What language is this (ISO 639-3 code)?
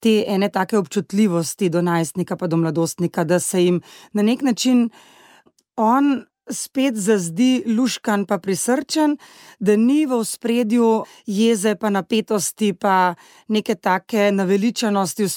slv